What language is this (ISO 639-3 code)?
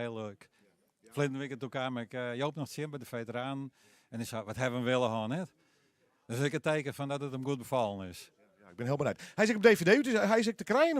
fry